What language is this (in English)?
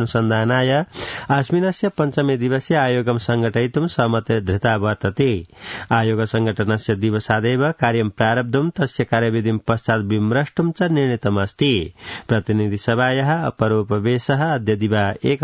Sanskrit